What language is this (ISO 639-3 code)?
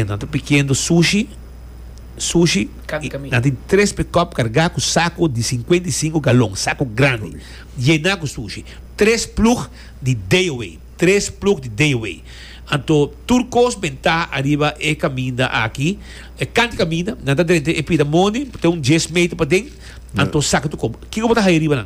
pap